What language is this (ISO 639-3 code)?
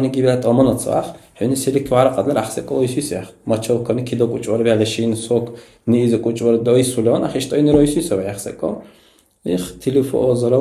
dar